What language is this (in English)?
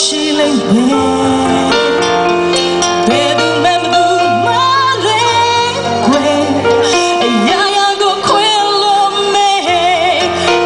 Burmese